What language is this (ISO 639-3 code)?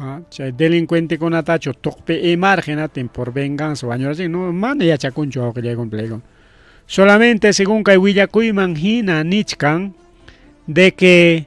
quy